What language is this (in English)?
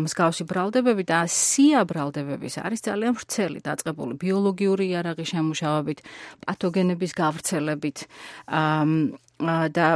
Georgian